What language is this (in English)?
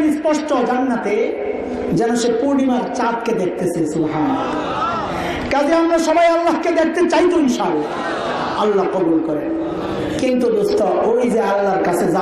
Bangla